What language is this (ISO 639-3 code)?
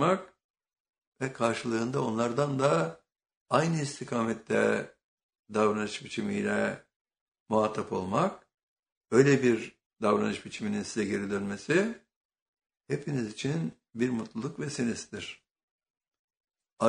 tur